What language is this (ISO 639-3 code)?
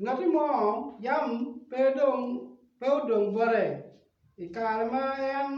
ach